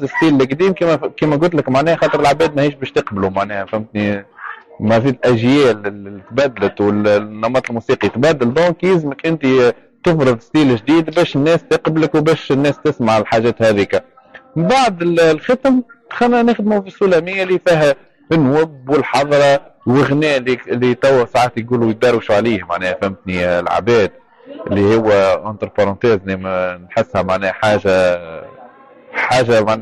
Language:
Tunisian Arabic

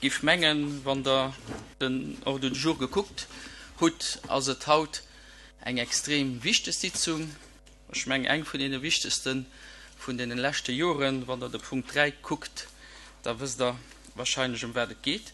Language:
Luxembourgish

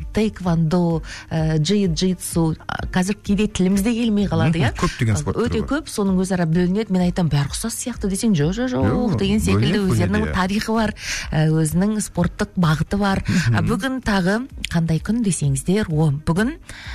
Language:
Kazakh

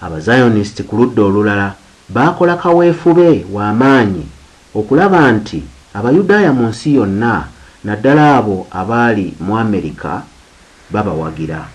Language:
Ganda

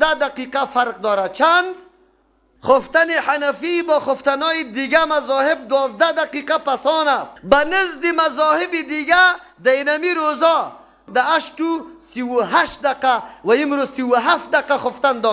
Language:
Persian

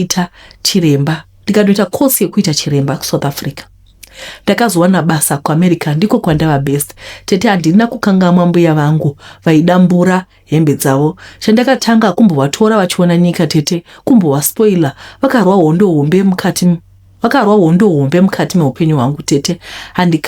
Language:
Shona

